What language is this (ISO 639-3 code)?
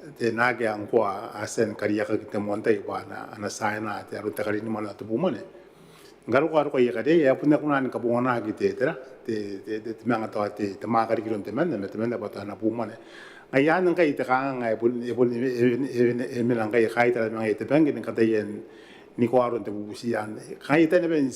gil